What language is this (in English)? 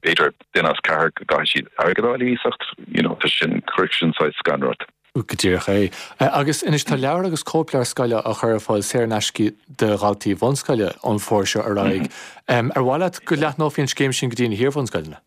Irish